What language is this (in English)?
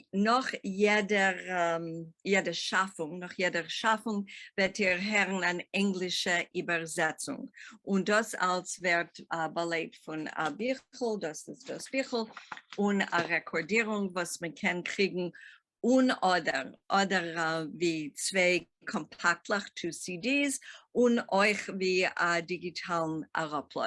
Yiddish